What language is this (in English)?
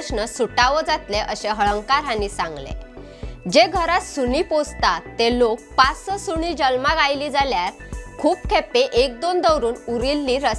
Konkani